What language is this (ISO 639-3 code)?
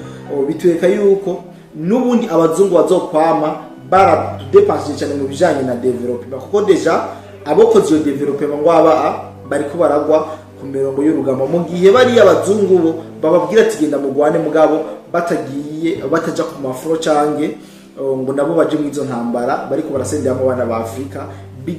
run